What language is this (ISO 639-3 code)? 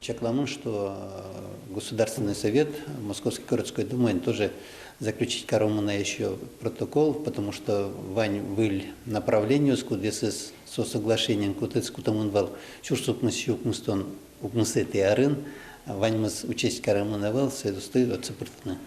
udm